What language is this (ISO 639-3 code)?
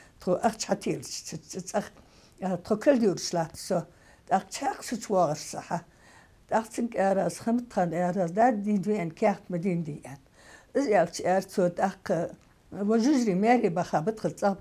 inh